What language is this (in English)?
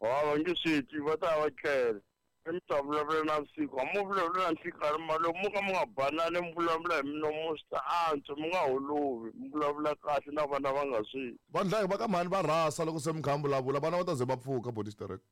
Tsonga